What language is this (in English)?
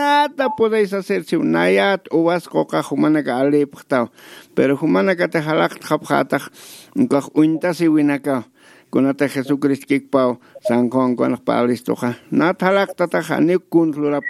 Aymara